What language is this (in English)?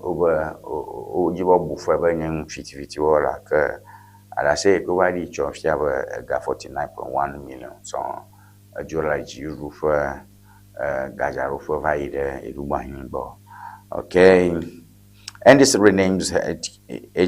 Ewe